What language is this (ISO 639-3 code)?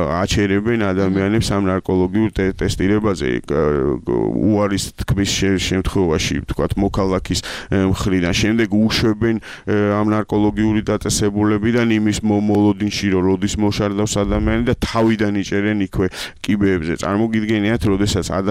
kat